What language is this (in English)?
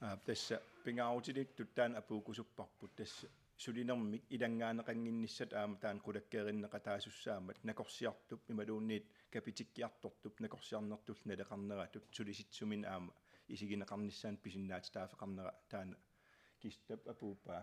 Kalaallisut